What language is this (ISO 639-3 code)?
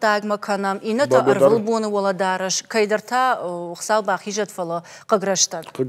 oss